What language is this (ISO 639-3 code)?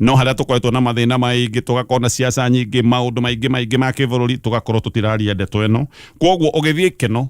kik